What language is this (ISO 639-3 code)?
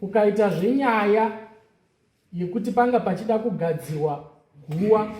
sna